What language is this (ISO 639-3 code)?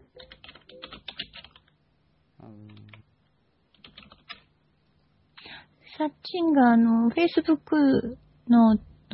jpn